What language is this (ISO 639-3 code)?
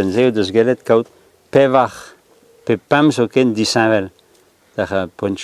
bre